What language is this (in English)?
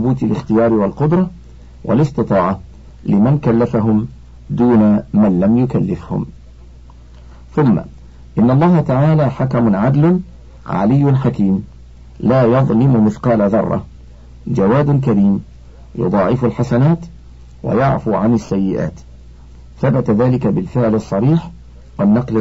Arabic